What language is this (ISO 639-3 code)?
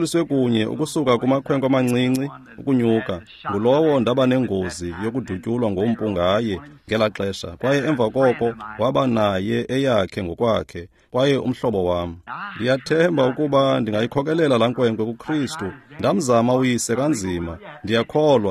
xho